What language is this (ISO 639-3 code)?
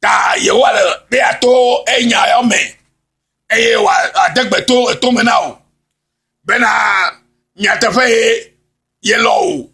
ewe